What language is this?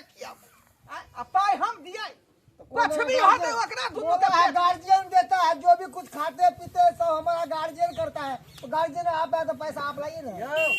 Maithili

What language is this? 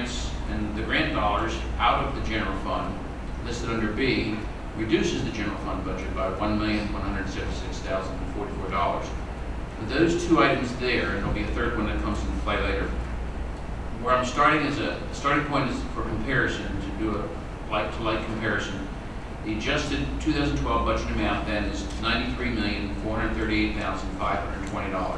English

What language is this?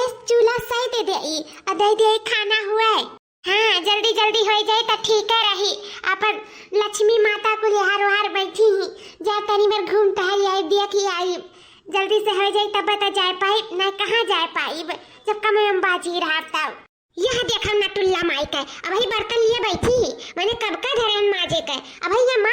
Awadhi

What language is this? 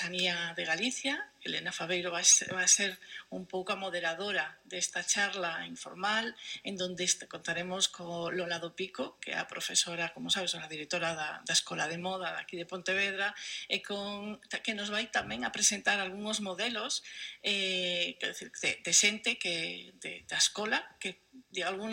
Galician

